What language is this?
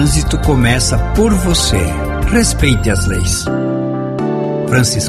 Portuguese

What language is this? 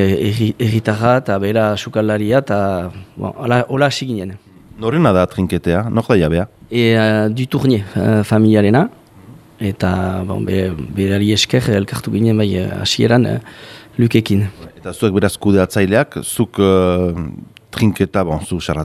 Basque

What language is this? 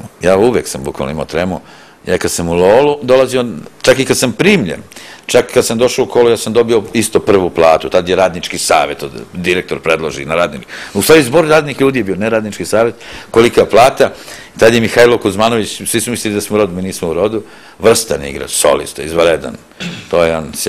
Serbian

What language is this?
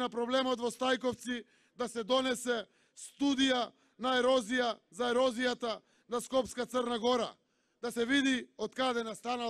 Macedonian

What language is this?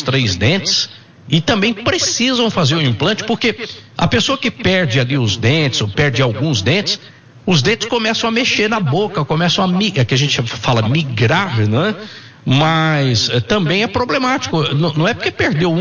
Portuguese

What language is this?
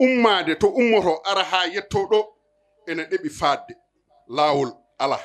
Fula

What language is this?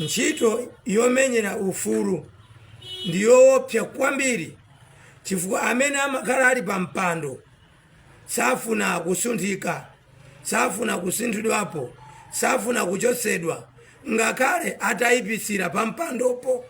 Nyanja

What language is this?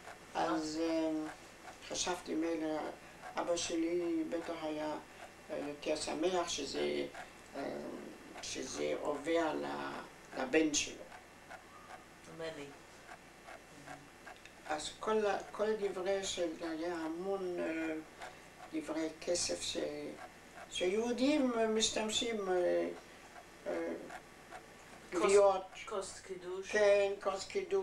Hebrew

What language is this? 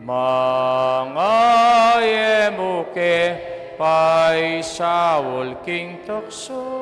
Pampanga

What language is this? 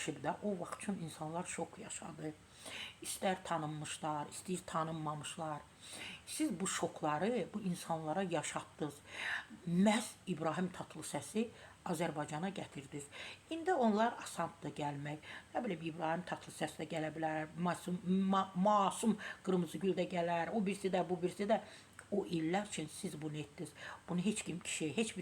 Azerbaijani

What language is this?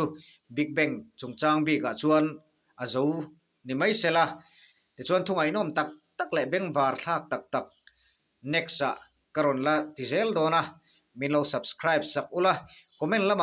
Mizo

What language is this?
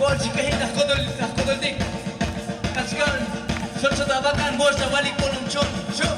Tzotzil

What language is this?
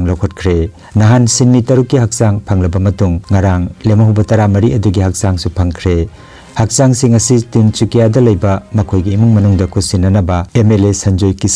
Manipuri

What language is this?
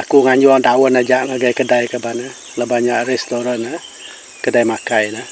Iban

